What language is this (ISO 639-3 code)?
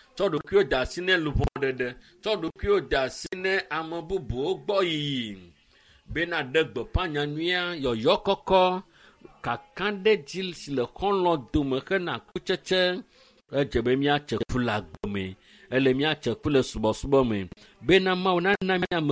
ewe